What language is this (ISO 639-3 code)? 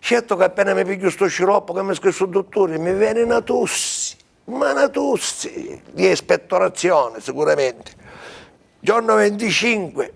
scn